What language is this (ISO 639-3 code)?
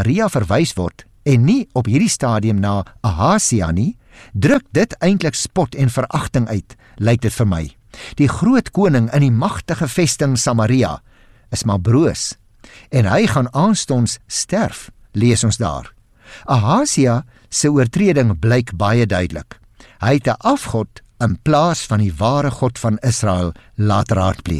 afr